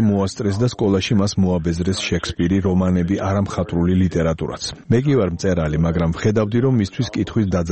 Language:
Georgian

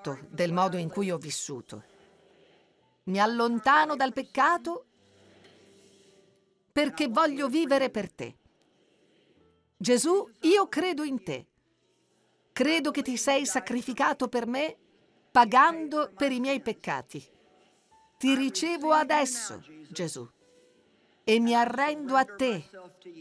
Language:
Italian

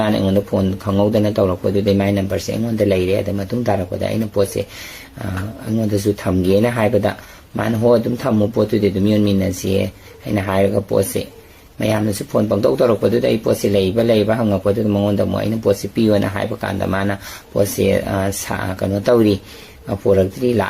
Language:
Manipuri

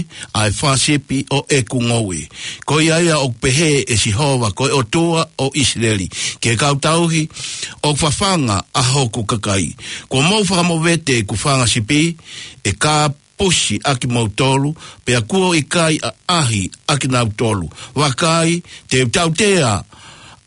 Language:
Tongan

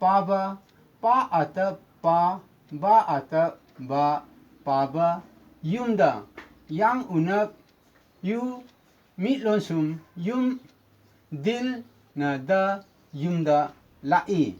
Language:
Manipuri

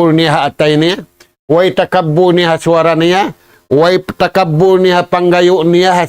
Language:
Tausug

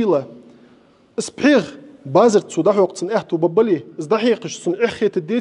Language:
Ingush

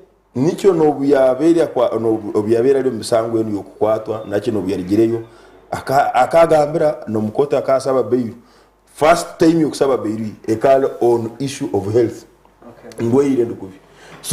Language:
Nyankole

